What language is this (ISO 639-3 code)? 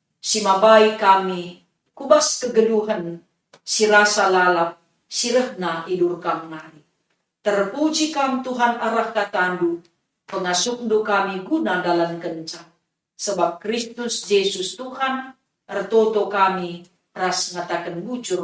btx